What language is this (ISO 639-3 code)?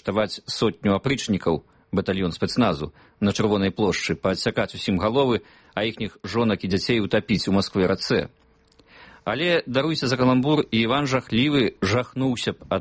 bel